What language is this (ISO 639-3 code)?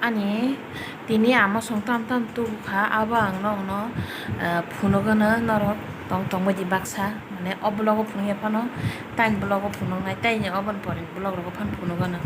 trp